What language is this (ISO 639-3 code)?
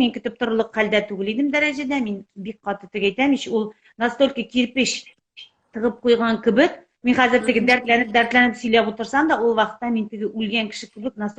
tat